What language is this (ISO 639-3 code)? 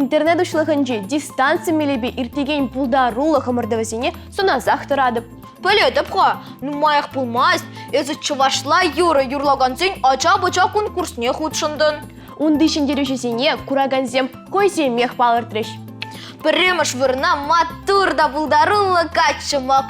chv